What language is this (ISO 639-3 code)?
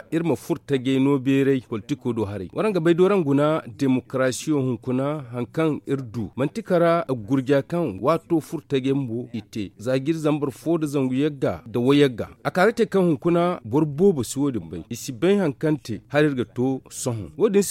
dje